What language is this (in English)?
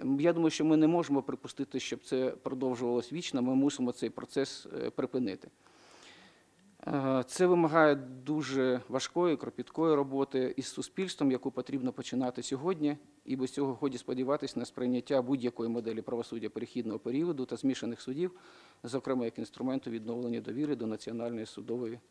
Ukrainian